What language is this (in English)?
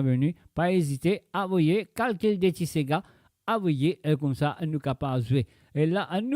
Morisyen